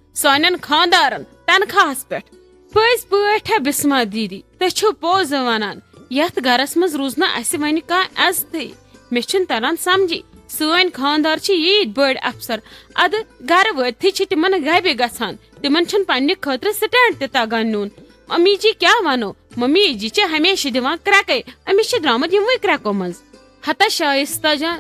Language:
Kashmiri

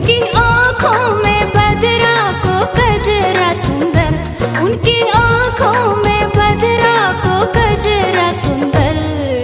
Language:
Bundeli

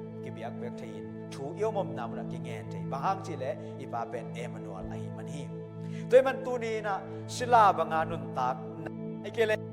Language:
Tedim Chin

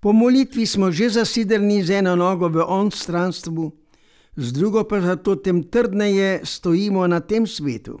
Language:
Slovenian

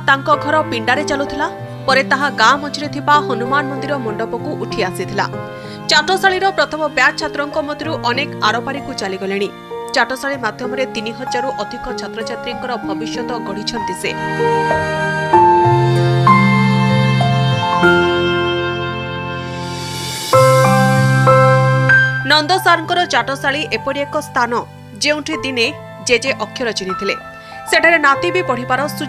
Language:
Odia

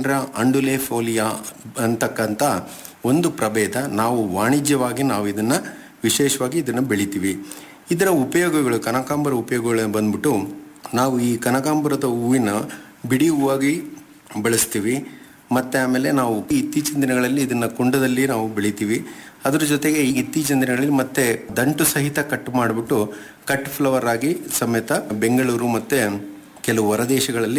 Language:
Kannada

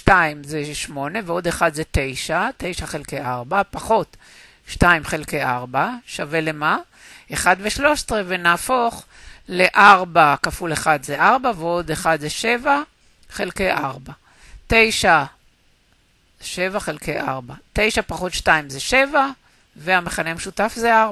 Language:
Hebrew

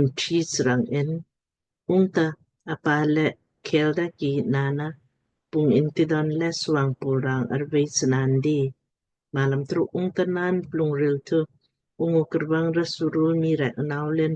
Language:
Lamkang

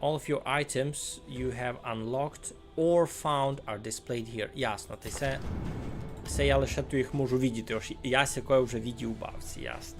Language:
Rusyn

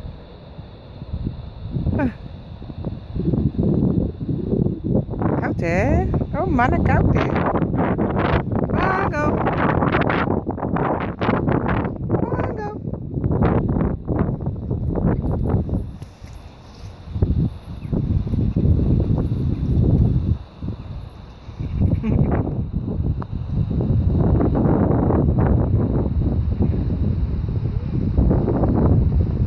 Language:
Dutch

